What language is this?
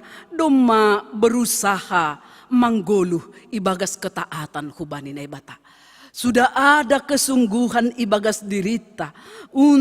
Batak Simalungun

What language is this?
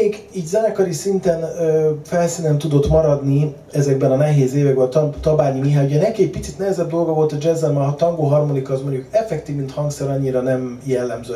Hungarian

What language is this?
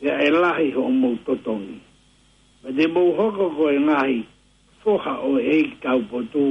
Tongan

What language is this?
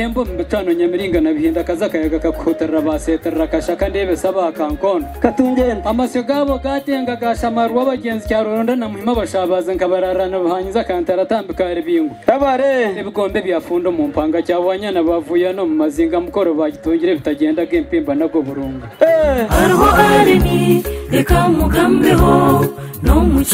Kinyarwanda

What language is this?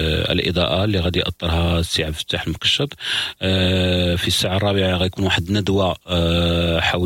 Moroccan Arabic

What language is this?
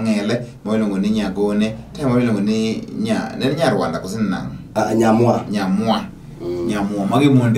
Luo (Kenya and Tanzania)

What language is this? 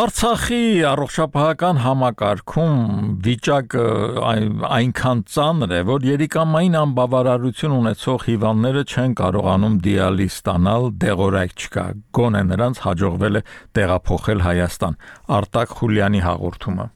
Armenian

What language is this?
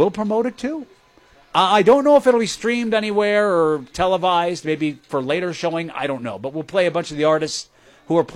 English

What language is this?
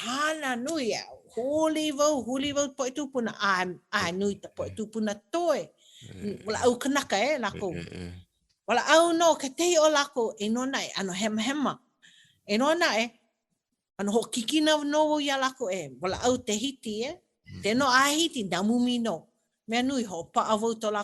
Hawaiian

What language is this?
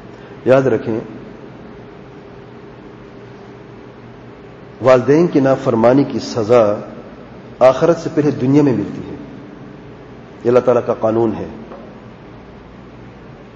Urdu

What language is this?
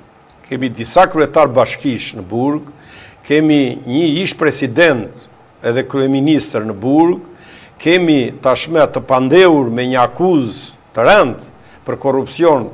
Albanian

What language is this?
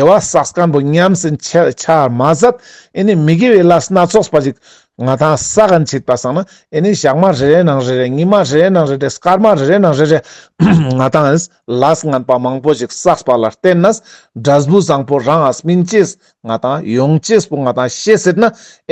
Ladakhi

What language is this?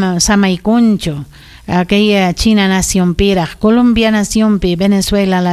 Ayacucho Quechua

